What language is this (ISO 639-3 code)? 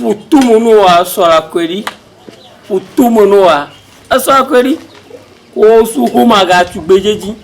ewe